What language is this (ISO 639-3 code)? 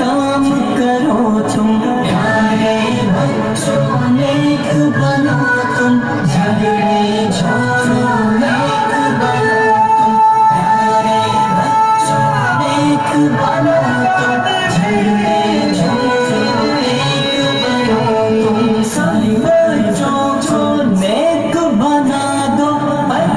hin